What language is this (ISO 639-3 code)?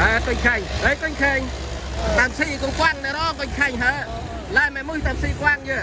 cmo